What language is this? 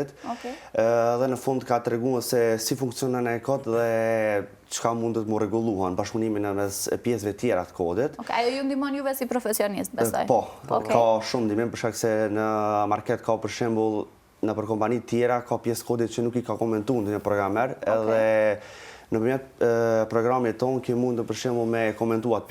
Albanian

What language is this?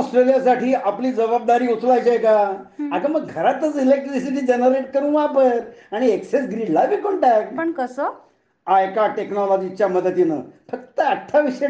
Marathi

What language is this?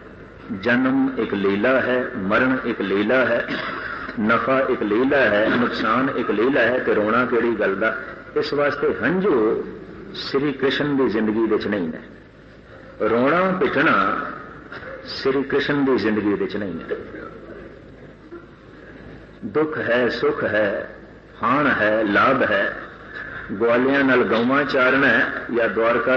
Punjabi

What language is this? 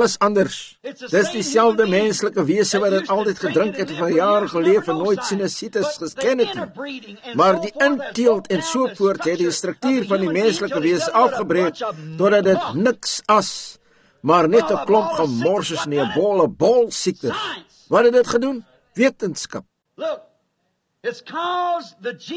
Afrikaans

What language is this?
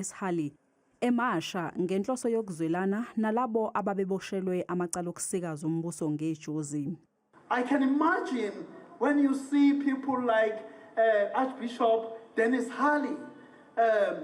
Zulu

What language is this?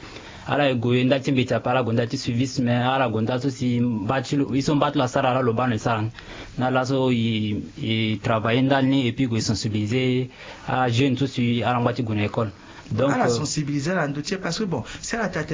Sango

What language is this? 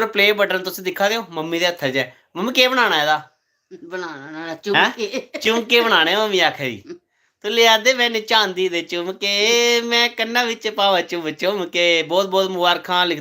Dogri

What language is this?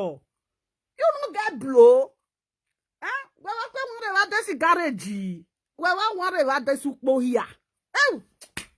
Nigerian Pidgin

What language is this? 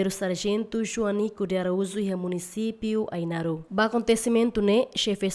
Tetum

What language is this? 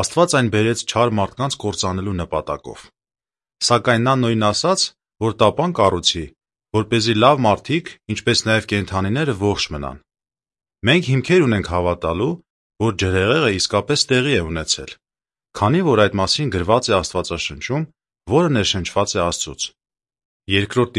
Armenian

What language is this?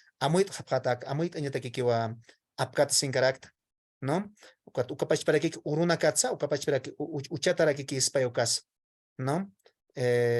Aymara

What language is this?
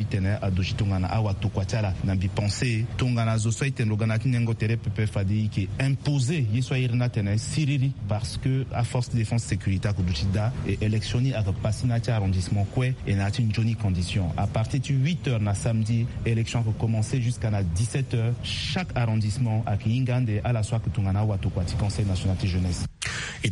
Sango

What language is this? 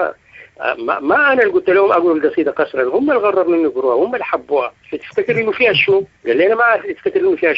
Sudanese Arabic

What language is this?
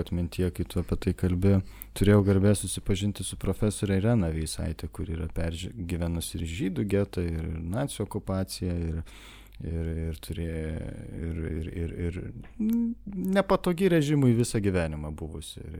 Lithuanian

